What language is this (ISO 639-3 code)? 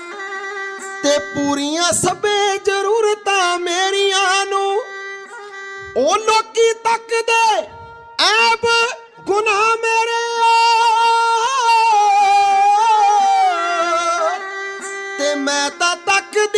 pan